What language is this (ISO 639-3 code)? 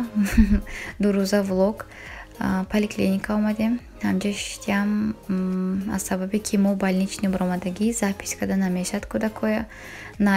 tgk